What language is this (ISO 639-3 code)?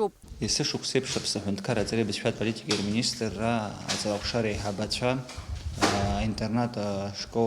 abk